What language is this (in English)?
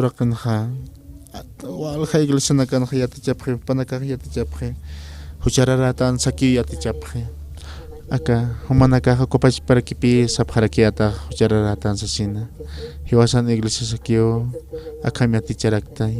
Aymara